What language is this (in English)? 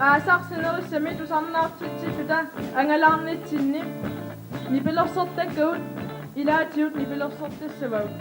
Kalaallisut